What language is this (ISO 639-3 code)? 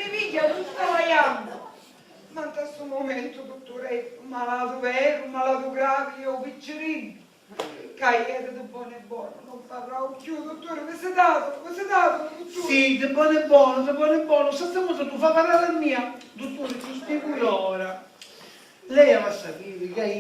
scn